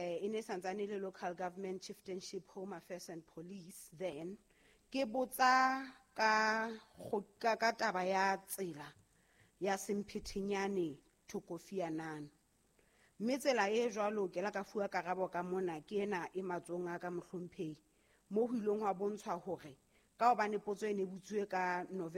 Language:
Southern Sotho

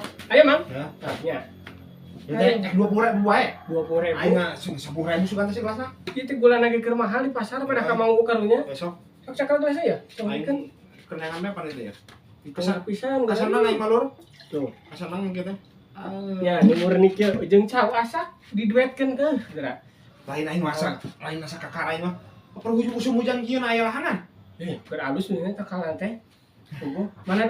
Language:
Sundanese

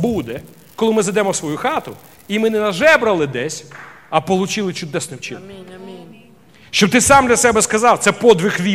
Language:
Ukrainian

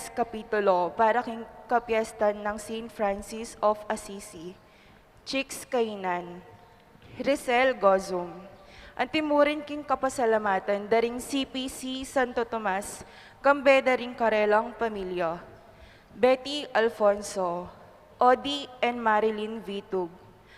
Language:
Pampanga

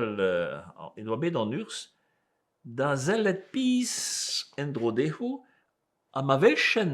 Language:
Breton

